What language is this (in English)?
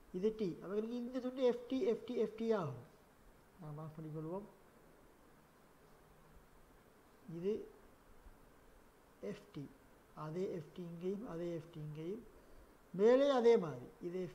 Tamil